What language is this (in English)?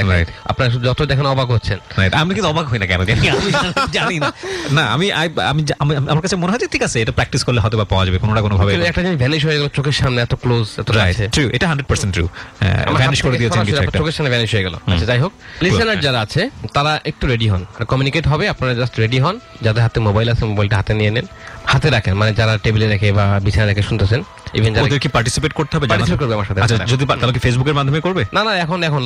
Bangla